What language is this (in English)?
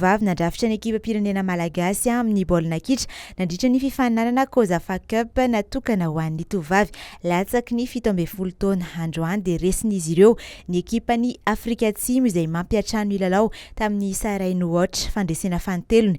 Malagasy